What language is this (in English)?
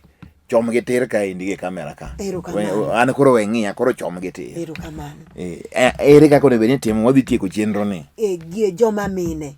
Luo (Kenya and Tanzania)